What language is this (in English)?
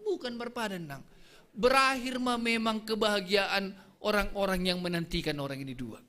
Batak Simalungun